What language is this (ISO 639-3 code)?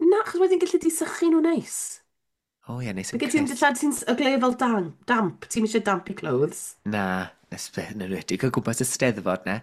cym